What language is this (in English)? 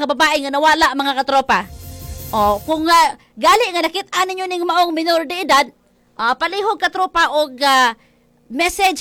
Cebuano